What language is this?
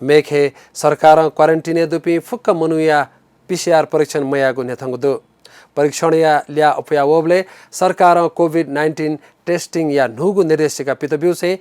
Newari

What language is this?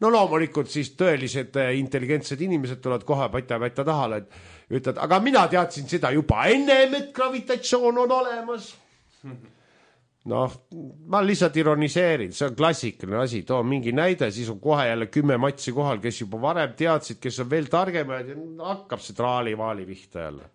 Estonian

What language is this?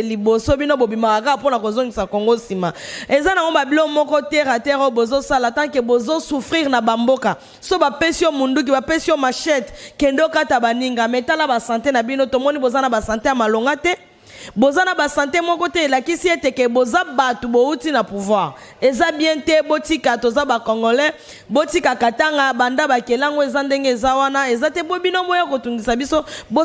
Lingala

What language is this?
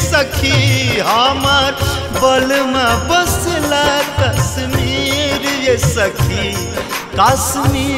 Bhojpuri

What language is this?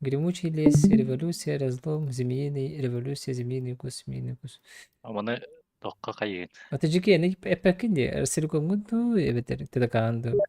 Yakut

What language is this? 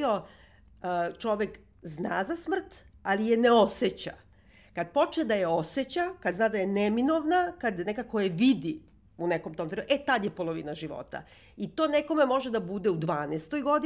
Serbian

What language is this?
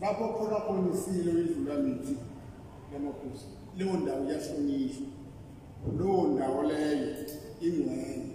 Zulu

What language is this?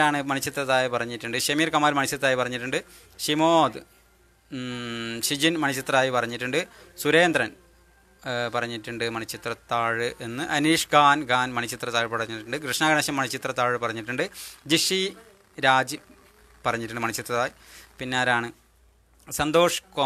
Malayalam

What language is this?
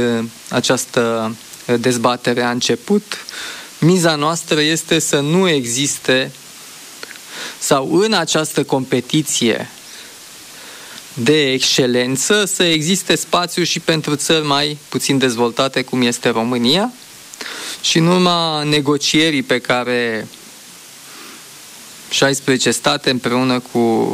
Romanian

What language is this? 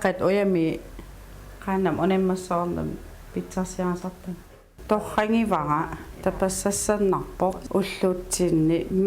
Kalaallisut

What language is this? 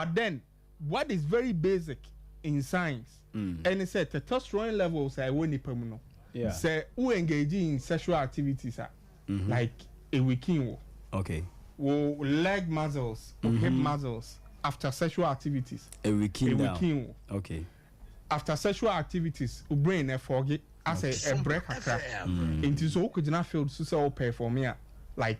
Akan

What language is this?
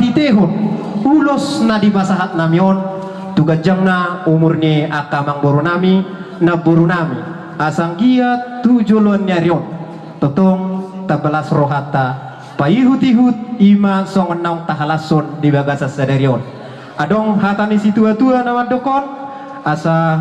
Batak Toba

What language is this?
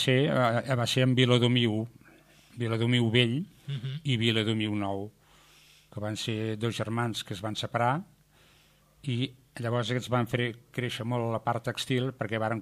Catalan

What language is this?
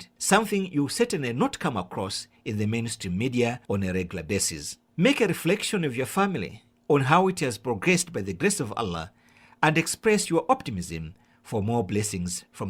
English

